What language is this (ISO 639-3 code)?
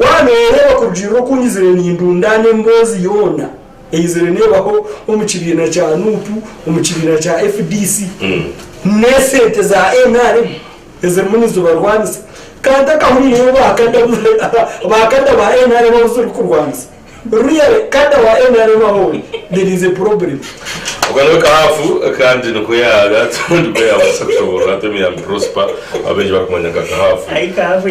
nyn